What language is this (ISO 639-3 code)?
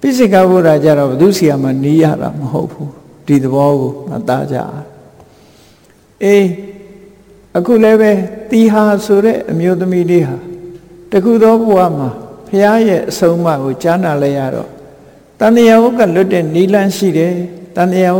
mya